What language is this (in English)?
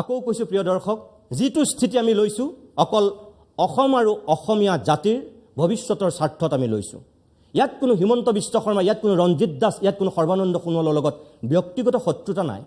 Assamese